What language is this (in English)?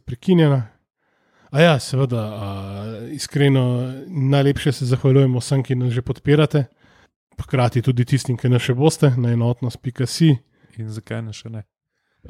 Slovenian